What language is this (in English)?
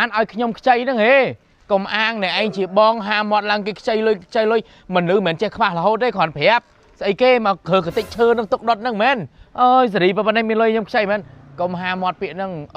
Khmer